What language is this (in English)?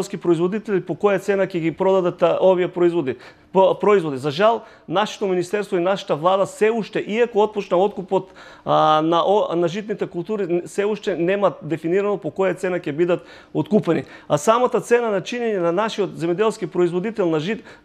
Macedonian